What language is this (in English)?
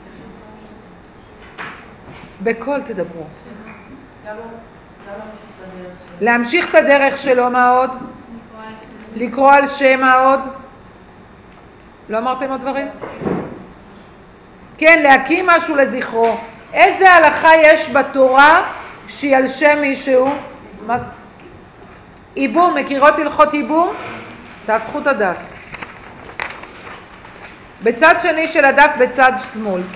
Hebrew